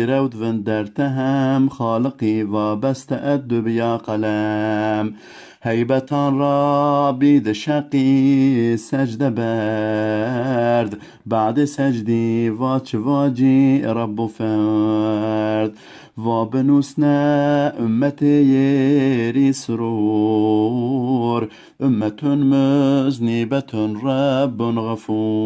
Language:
Zaza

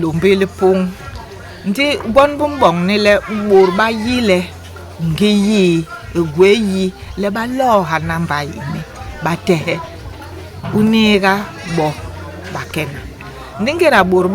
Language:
Basaa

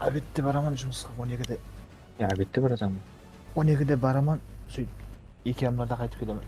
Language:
Kara-Kalpak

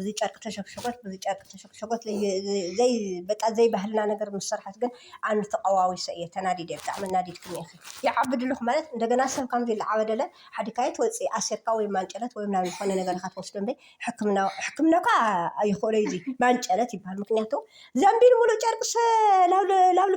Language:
Tigrinya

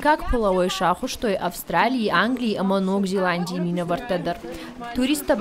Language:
Ossetic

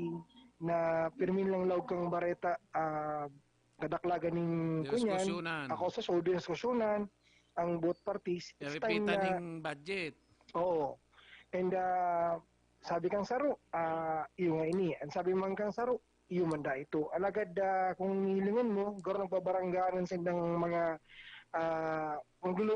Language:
Bikol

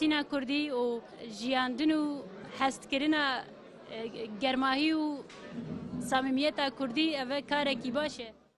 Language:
Kurdish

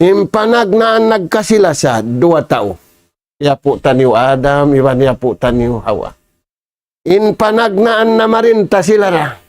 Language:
Tausug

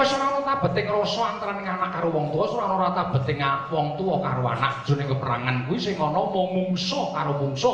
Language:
Javanese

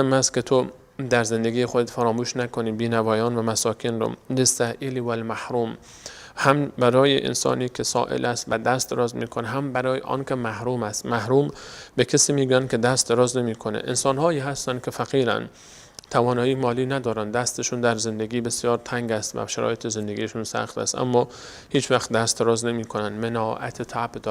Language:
Persian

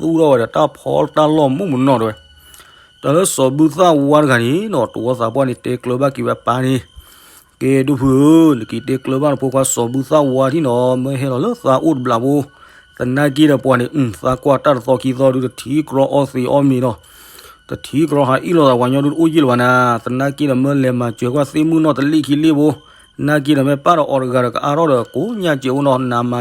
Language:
S'gaw Karen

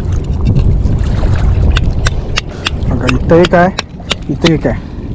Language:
Marathi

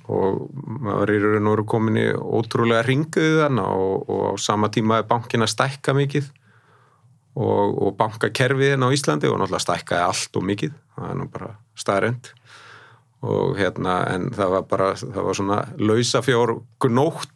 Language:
Icelandic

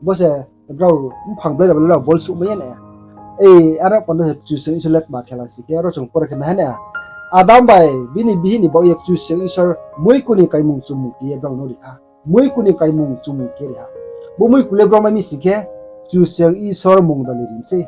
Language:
Riang (India)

